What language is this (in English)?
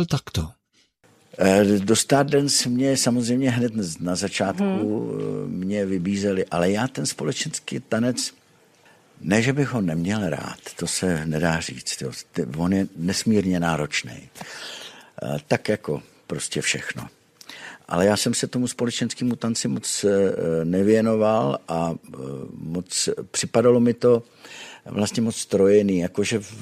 Czech